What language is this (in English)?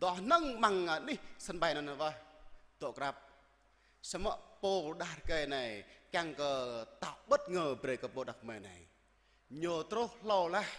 Jarai